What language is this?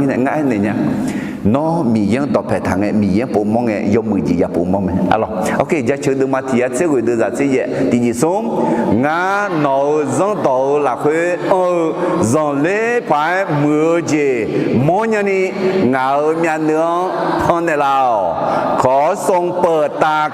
Akha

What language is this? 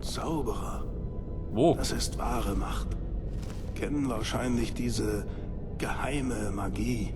Bavarian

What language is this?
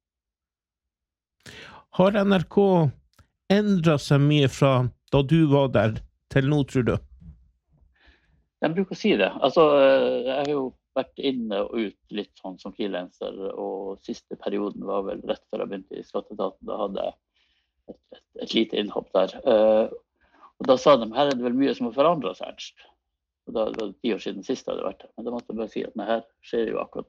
Norwegian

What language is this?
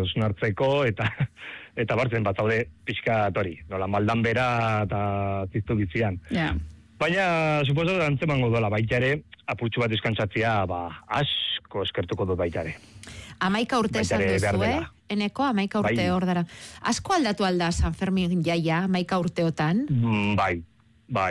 Basque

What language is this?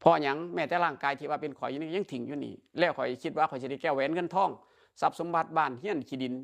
Northeastern Thai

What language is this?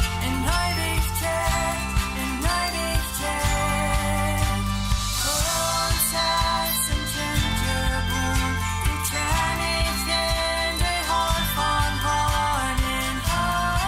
Plautdietsch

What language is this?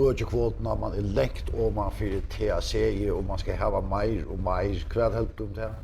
Faroese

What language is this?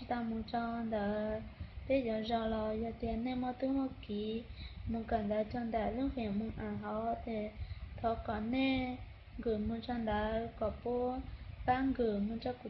Hmong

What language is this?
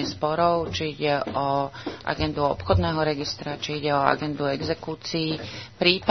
Slovak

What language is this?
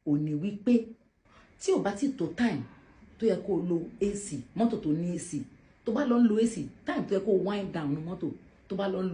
Yoruba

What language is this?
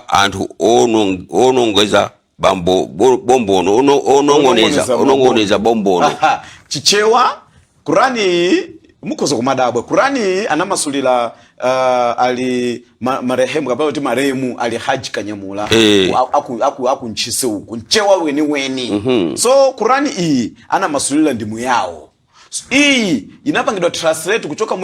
Nyanja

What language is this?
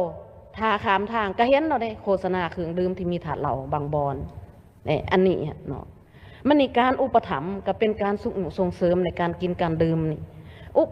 Lao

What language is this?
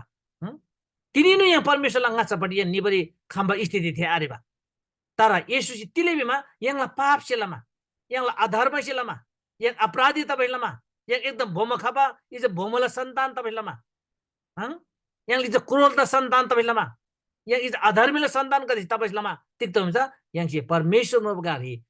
Eastern Tamang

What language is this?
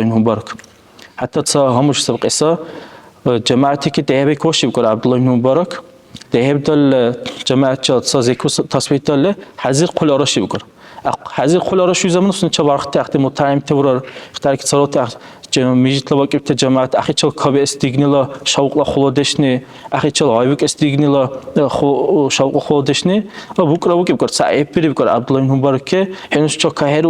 Dargwa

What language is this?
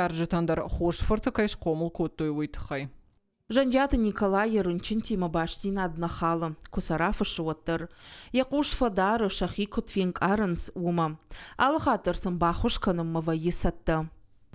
Ossetic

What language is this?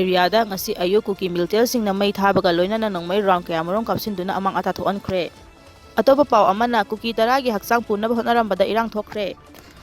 Manipuri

